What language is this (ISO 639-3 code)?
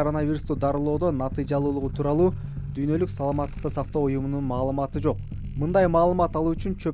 kir